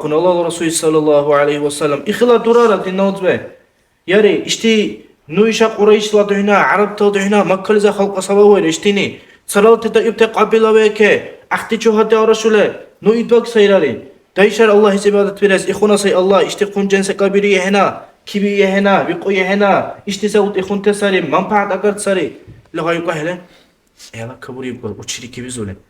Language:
Dargwa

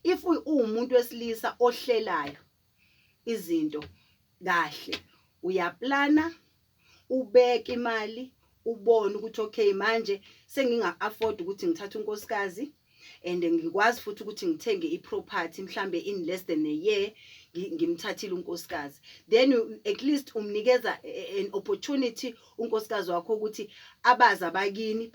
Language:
Zulu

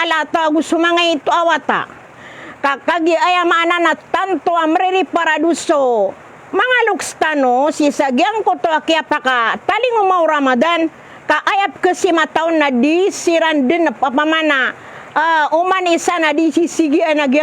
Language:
Maranao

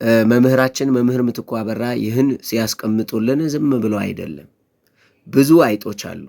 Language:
Amharic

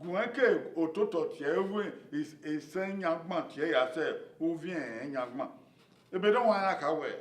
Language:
Bini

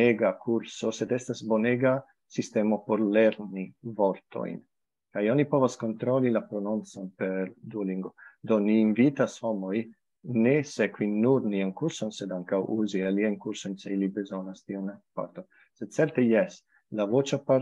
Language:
Esperanto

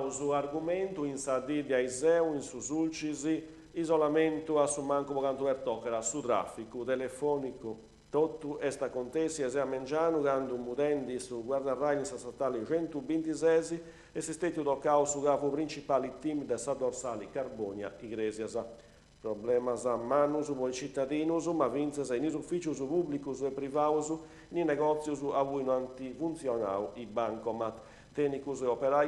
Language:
Sardinian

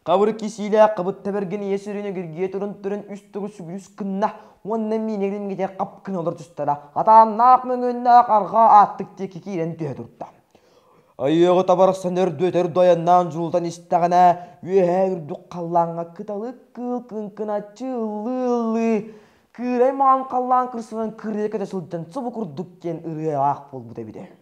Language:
Yakut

